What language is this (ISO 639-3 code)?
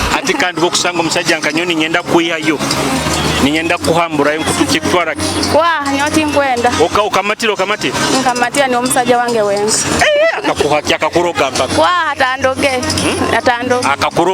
nyo